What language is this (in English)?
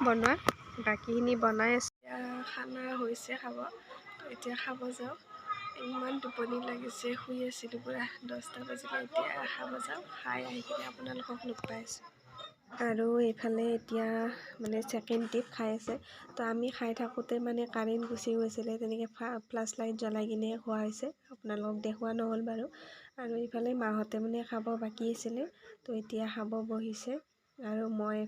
Assamese